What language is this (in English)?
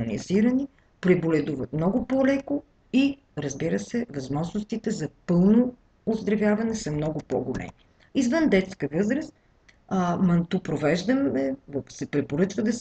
Bulgarian